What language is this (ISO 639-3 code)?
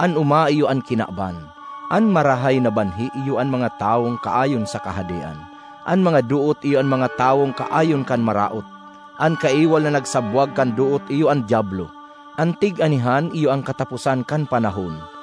bik